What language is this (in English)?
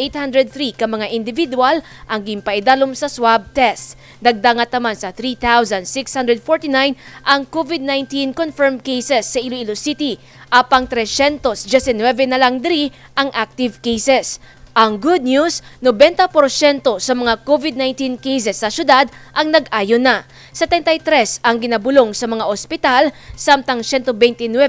Hiligaynon